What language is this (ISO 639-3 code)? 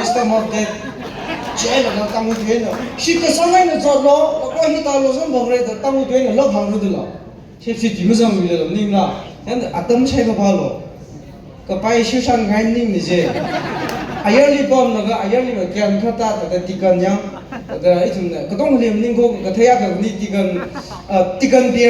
nmf